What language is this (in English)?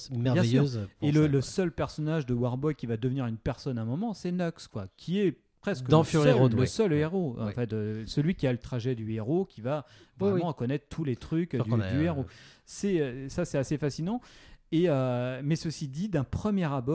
French